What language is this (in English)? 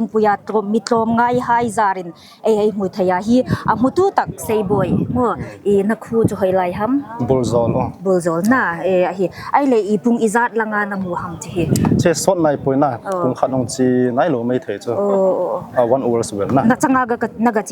Hmar